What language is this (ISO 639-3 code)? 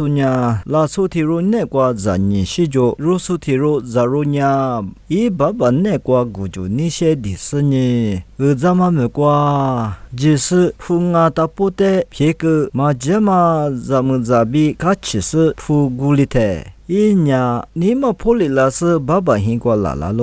lis